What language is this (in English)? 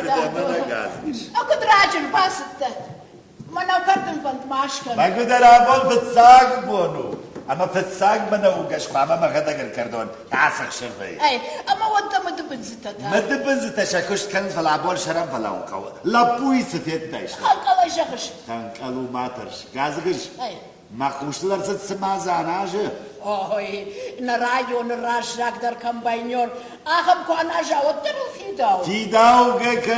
Ossetic